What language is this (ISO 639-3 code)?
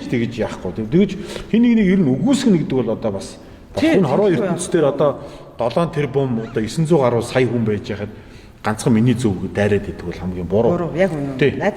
mon